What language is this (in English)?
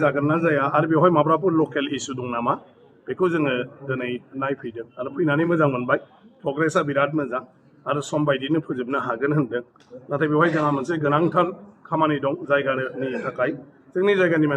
Bodo